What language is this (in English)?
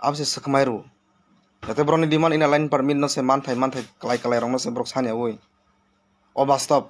Kok Borok